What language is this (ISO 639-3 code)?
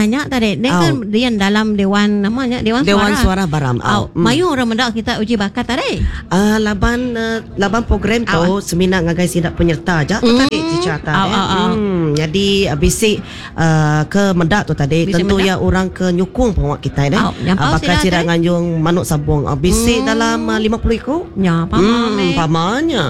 iba